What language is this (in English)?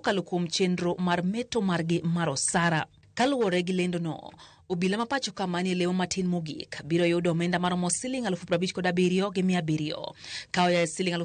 Luo (Kenya and Tanzania)